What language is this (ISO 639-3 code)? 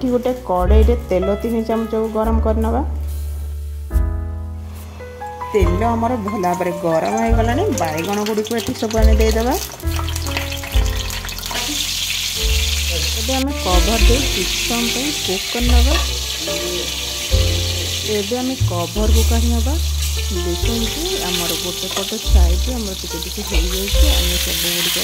ori